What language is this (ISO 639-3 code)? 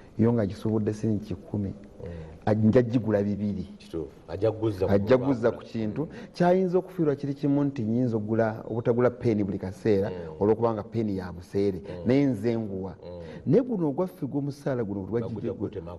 lug